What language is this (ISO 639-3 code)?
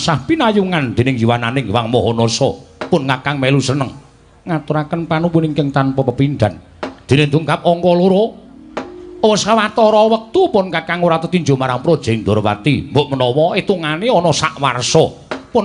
jav